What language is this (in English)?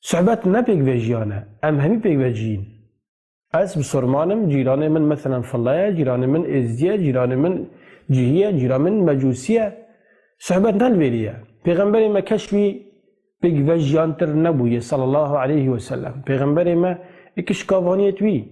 Kurdish